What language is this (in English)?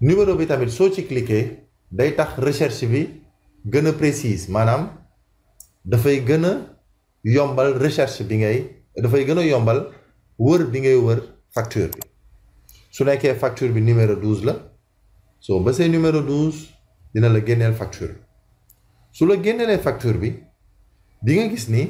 Wolof